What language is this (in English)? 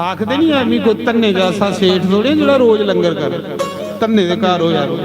Dogri